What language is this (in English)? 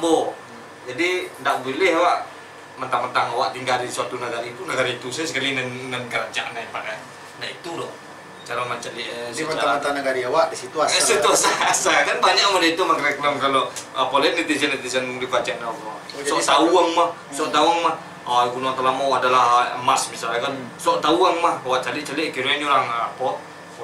Minangkabau